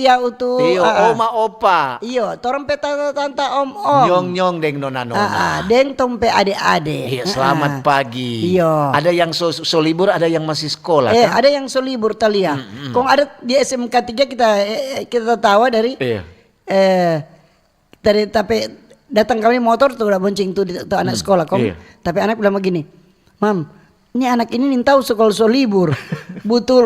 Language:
Manado Malay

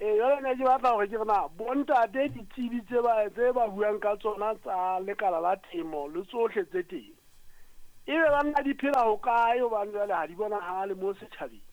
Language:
Southern Sotho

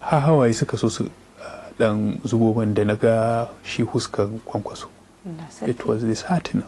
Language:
Hausa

